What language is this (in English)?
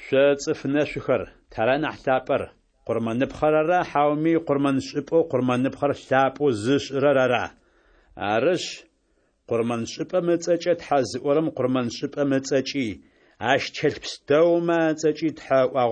Adyghe